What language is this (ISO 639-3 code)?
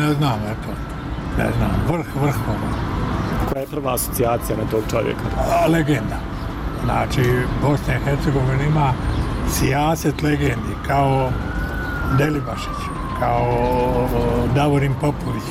bos